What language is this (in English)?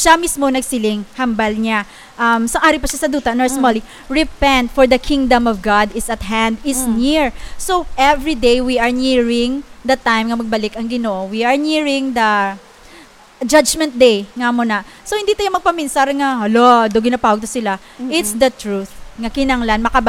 Hiligaynon